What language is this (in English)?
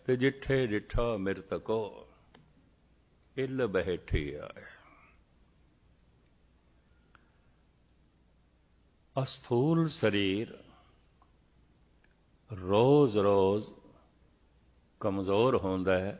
Punjabi